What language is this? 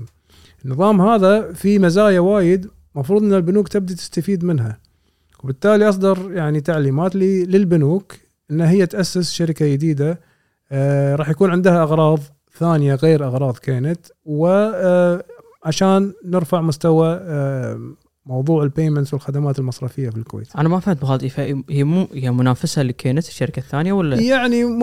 Gulf Arabic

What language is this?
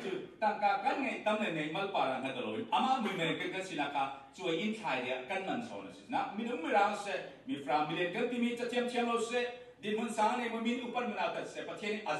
Falam Chin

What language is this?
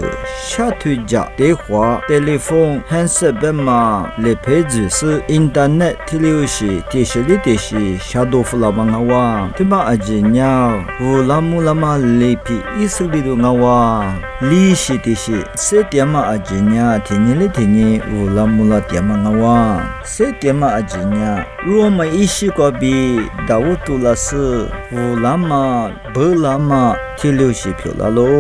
Lisu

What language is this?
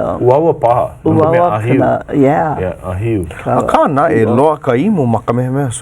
Hawaiian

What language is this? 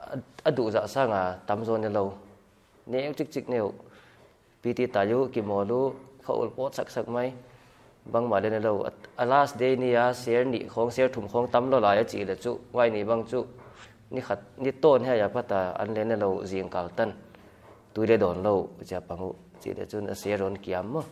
Paite Chin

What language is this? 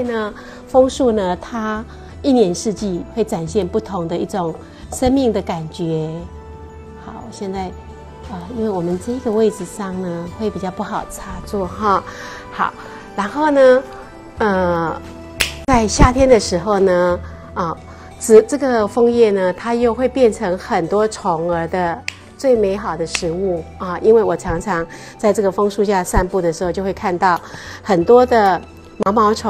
Chinese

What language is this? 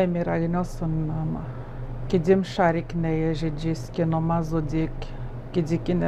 Atikamekw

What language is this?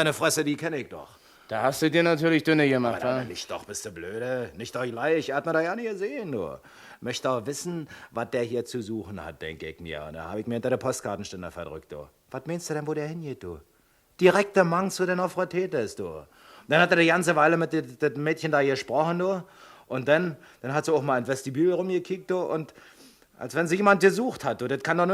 Swiss German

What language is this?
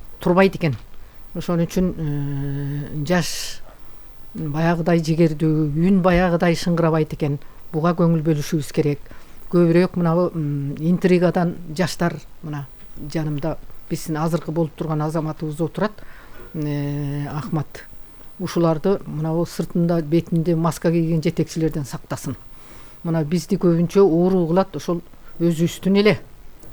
Kyrgyz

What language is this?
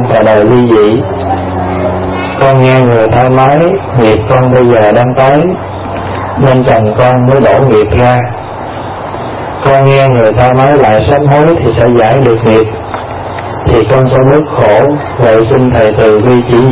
Vietnamese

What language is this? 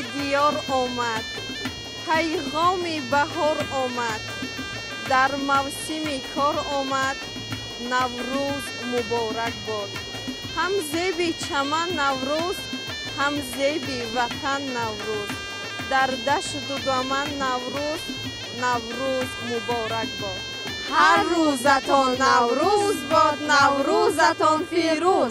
Tajik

